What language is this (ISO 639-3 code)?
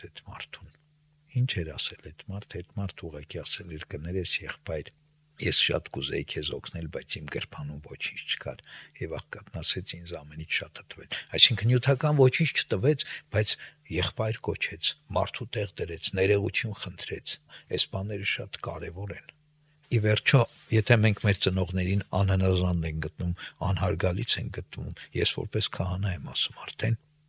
hye